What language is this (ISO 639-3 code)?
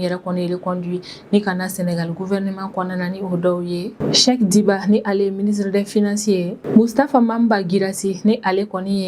bam